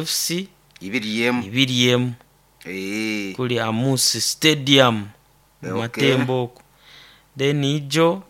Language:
Nyoro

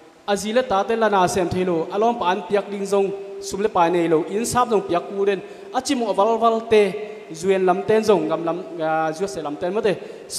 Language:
Tedim Chin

